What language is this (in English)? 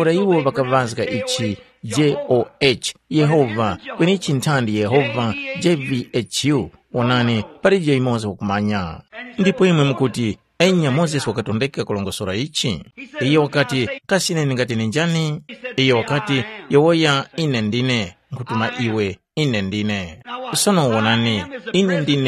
Tumbuka